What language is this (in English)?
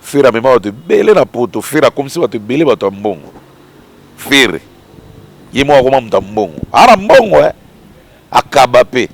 Lingala